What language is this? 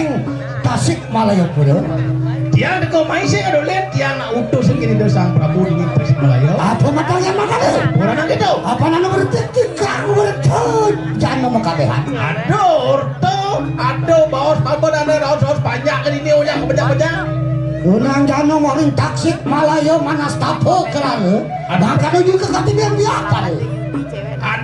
Balinese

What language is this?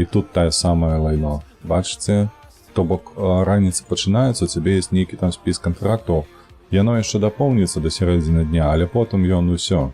Belarusian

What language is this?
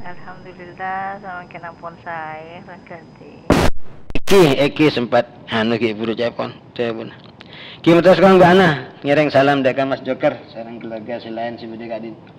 Madurese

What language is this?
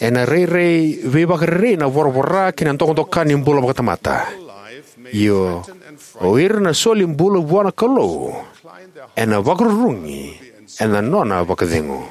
Fijian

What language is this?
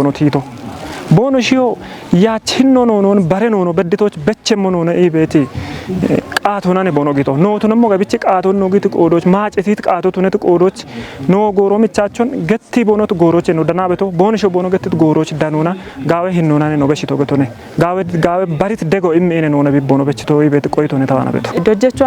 Kafa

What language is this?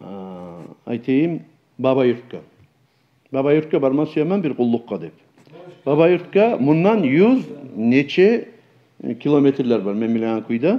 Kumyk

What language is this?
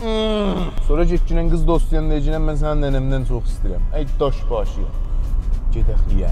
South Azerbaijani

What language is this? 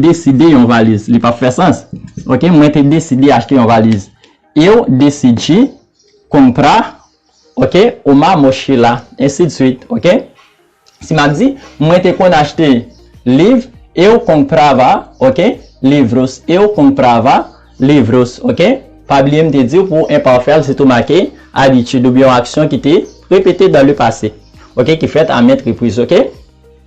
Haitian Creole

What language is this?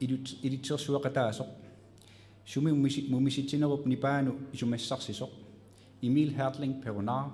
Kalaallisut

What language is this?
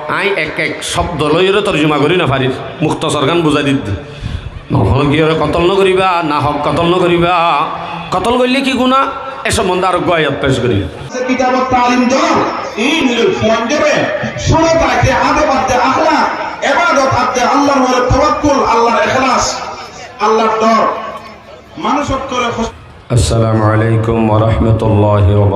Rohingya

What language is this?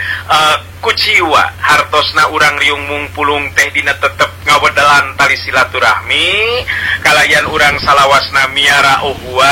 Sundanese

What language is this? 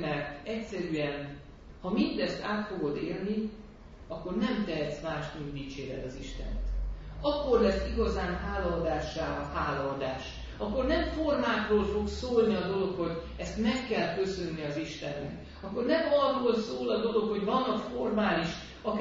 Hungarian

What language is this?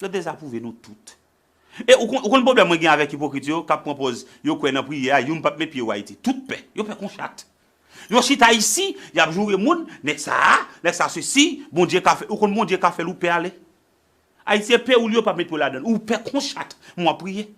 Haitian Creole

